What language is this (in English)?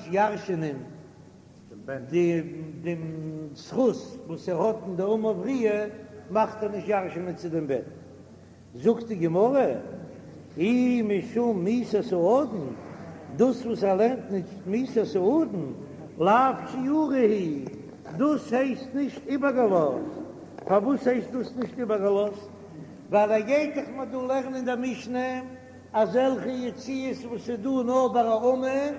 Yiddish